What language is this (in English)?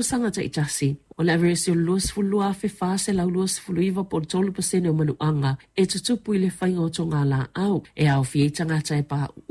Samoan